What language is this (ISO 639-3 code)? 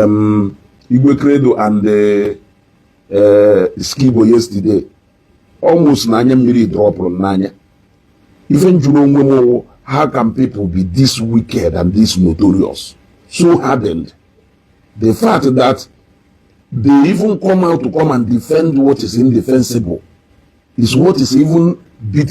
ibo